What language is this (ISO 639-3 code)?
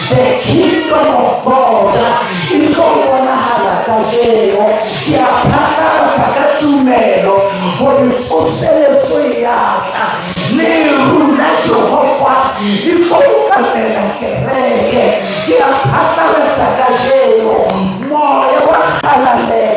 sot